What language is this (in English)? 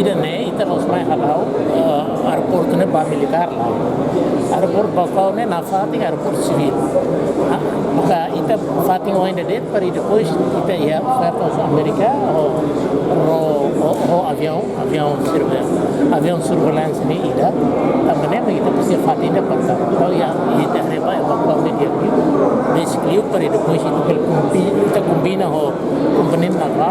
Tetum